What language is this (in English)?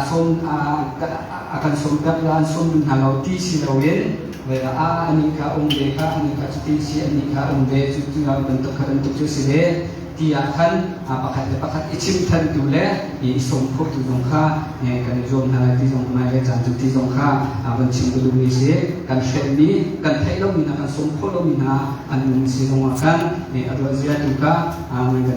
Hakha Chin